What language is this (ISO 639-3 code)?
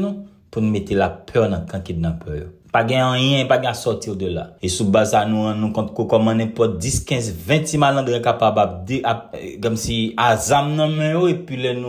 hat